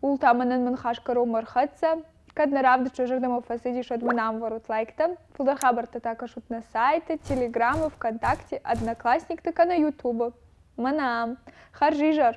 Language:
Ossetic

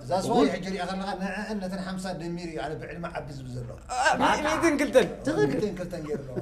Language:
Tigrinya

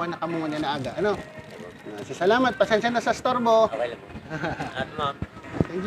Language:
Bikol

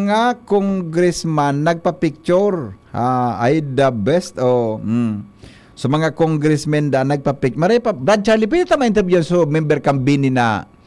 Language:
Bikol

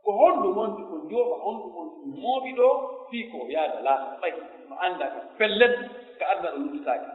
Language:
Pular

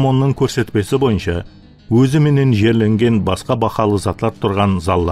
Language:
Kara-Kalpak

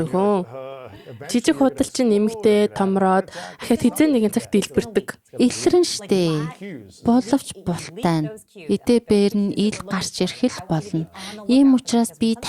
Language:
Mongolian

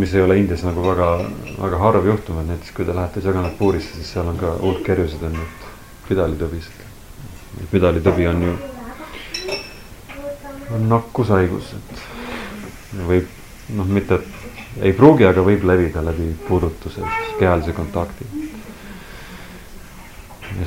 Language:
Estonian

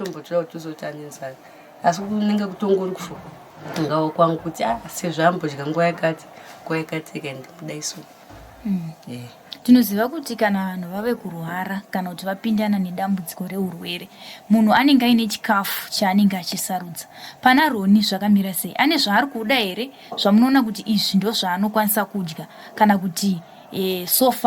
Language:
Shona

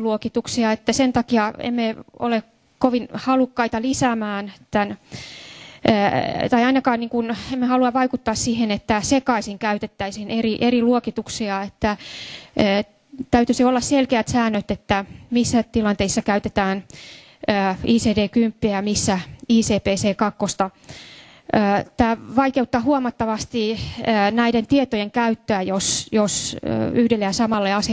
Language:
Finnish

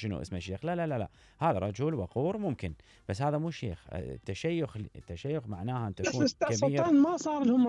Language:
Mesopotamian Arabic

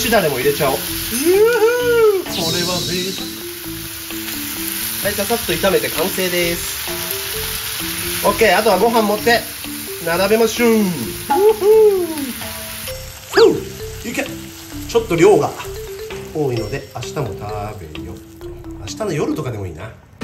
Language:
Japanese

